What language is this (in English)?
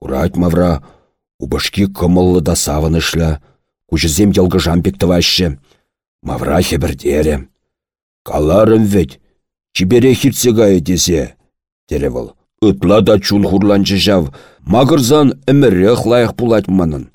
Chuvash